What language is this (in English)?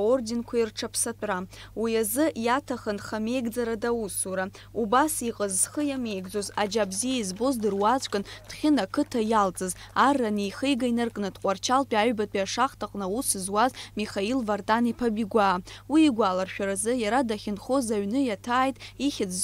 Abkhazian